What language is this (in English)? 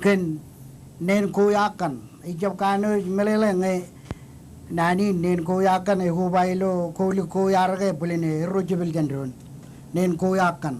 Marshallese